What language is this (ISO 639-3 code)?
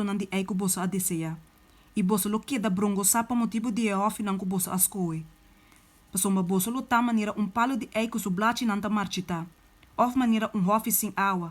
pap